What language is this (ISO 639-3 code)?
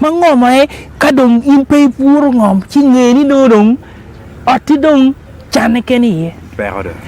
ach